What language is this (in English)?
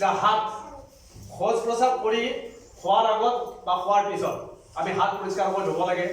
Assamese